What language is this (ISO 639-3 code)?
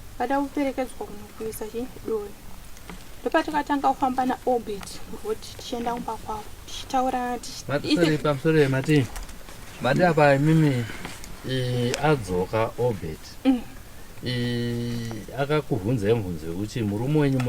sna